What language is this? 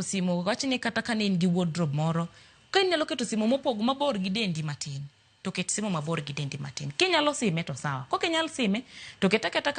Luo (Kenya and Tanzania)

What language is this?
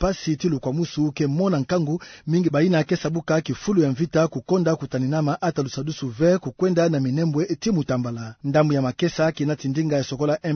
Kituba (Democratic Republic of Congo)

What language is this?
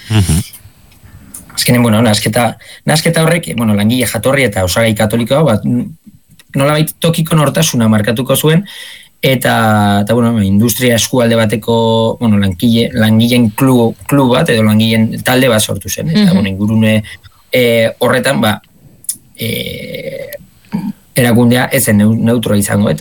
Basque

